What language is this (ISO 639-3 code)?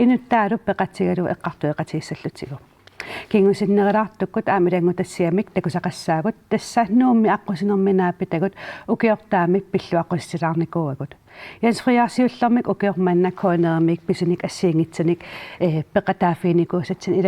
kal